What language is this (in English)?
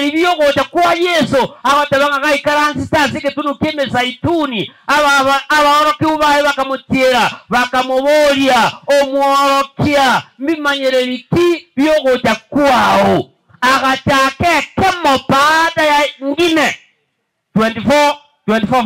Gusii